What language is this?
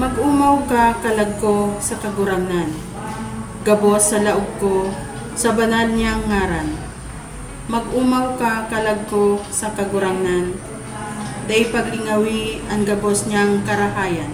Bikol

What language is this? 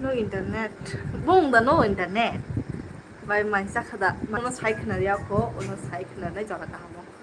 Kok Borok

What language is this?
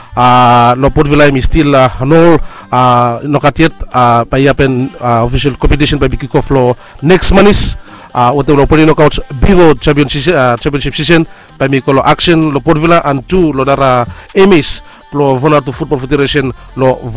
Bislama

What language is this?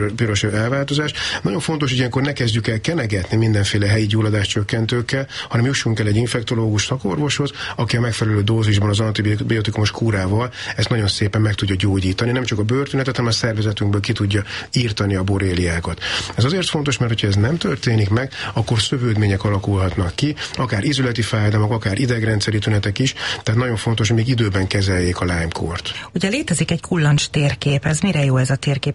Hungarian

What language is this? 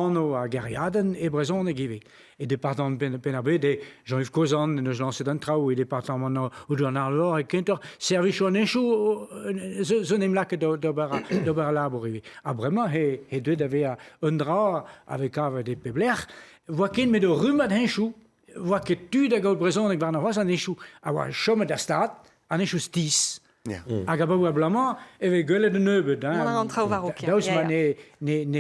Breton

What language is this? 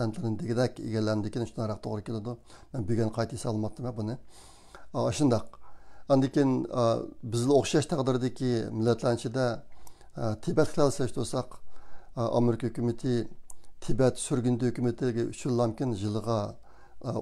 Uyghur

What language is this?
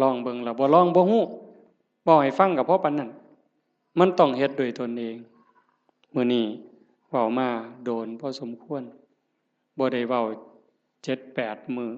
Northeastern Thai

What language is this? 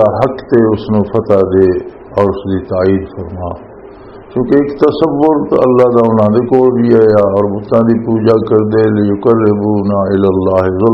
Western Panjabi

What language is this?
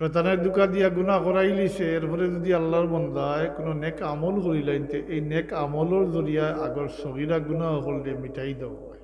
Sylheti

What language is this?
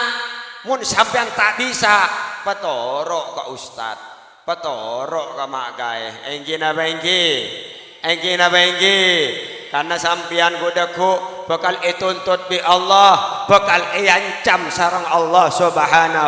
Madurese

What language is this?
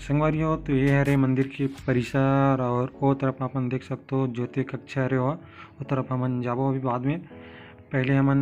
Chhattisgarhi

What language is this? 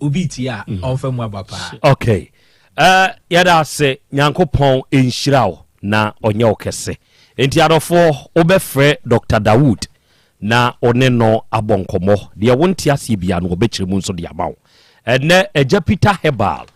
Akan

